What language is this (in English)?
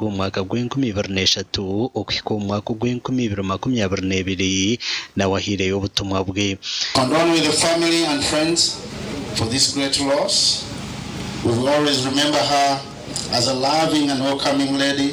Nyankole